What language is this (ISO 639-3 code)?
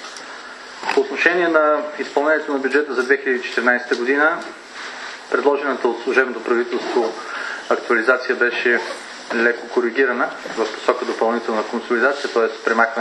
bul